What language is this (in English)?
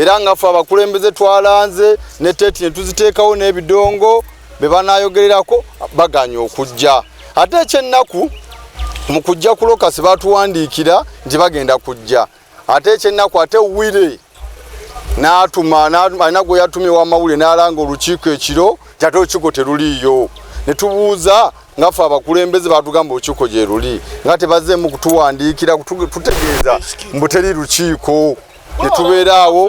Ganda